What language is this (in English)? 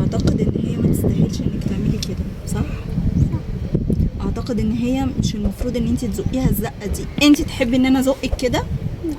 Egyptian Arabic